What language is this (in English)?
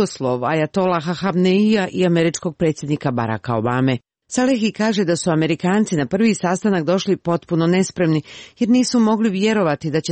Croatian